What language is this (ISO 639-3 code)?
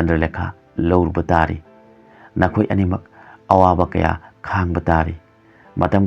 mni